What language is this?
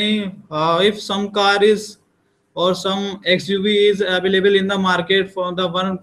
English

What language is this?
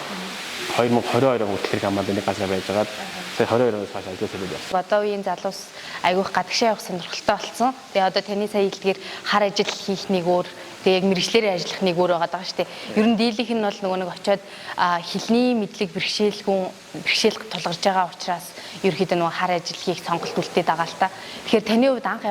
Mongolian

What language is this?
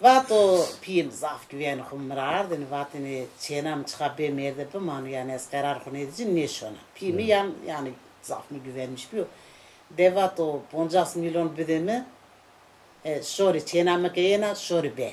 Zaza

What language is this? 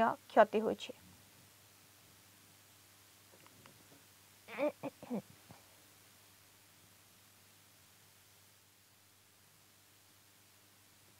Odia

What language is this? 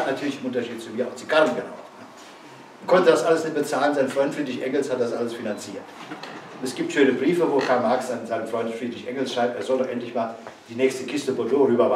German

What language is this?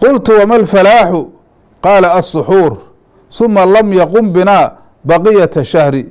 Somali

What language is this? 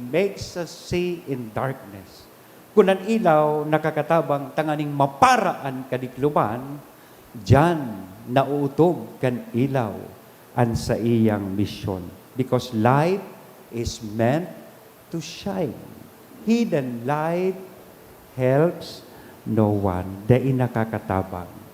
Bikol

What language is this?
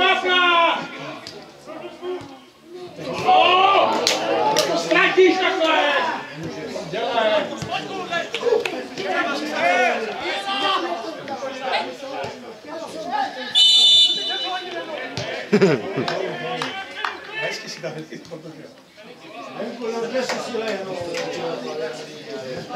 Czech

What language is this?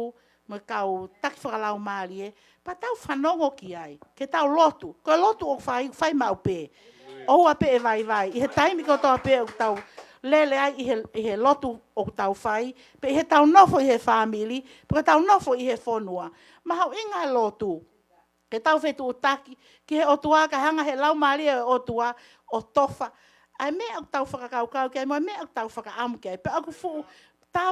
Tongan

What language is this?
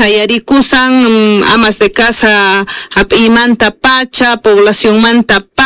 Quechua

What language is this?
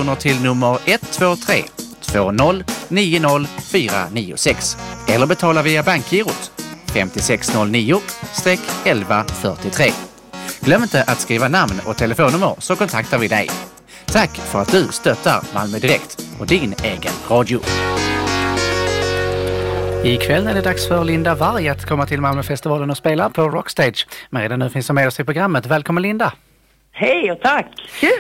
Swedish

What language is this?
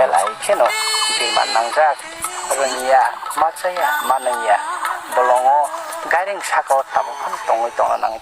Kok Borok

